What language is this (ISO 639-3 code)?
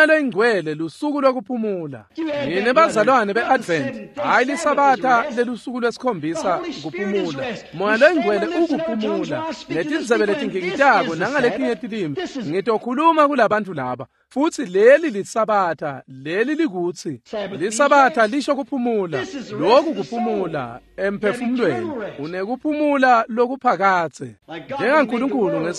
ssw